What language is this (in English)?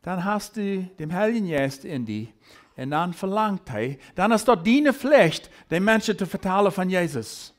Plautdietsch